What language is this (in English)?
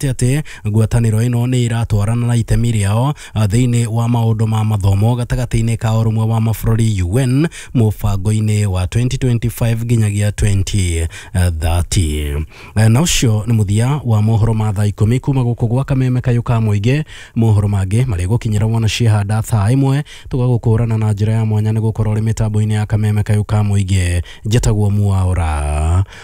Kikuyu